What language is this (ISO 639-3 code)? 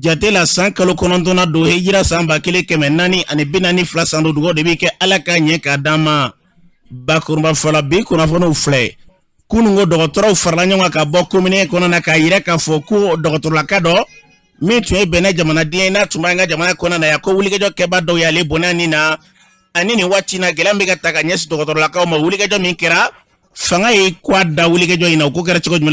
bam